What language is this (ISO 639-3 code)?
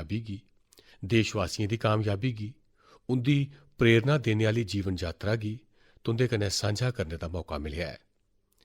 doi